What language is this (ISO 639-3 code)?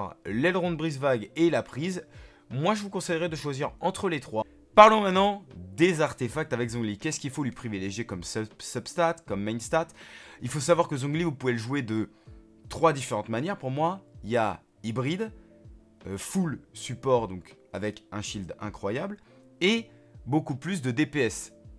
fra